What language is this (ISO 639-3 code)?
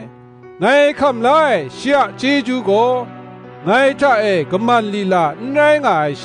kac